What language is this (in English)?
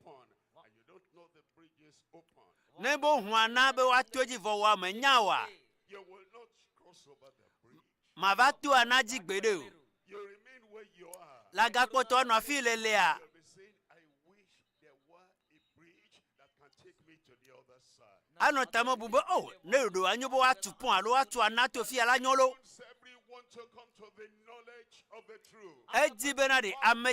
Ewe